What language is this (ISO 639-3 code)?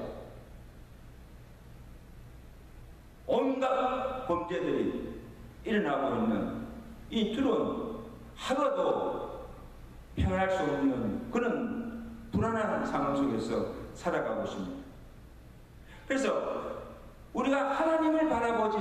kor